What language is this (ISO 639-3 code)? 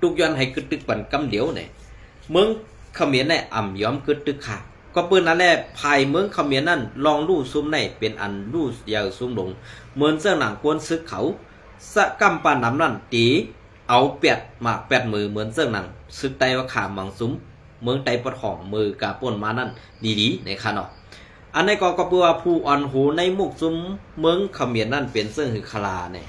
shn